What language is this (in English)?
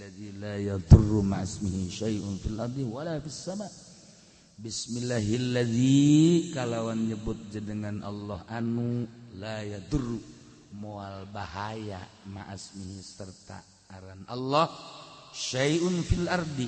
Sundanese